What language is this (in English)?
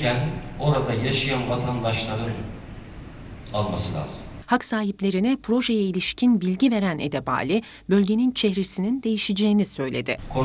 Turkish